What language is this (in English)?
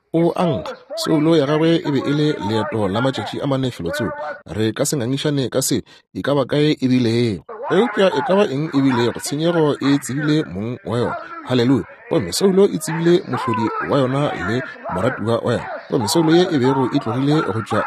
Northern Sotho